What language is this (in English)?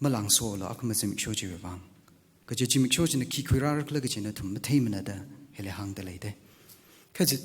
Tangkhul Naga (India)